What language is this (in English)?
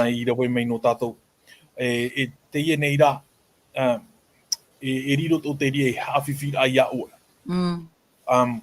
Tahitian